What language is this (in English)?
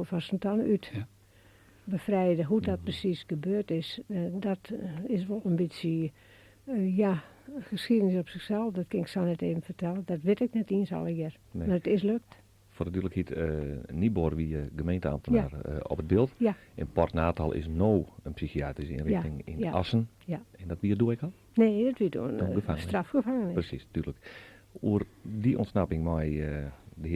Western Frisian